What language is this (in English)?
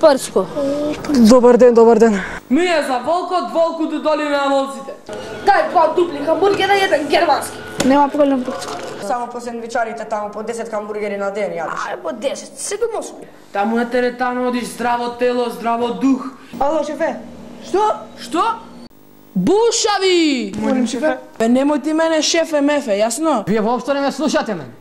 Macedonian